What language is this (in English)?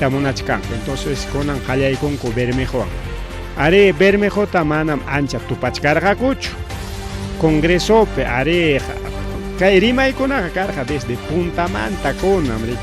Ayacucho Quechua